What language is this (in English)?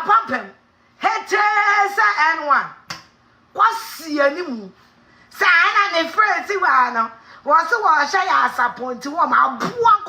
Akan